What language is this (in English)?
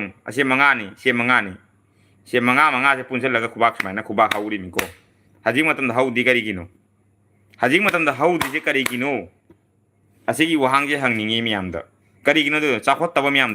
Manipuri